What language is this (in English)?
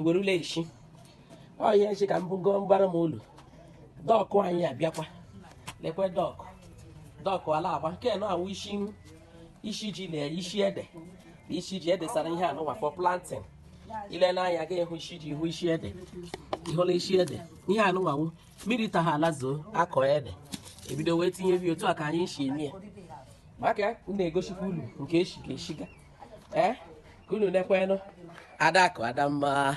Igbo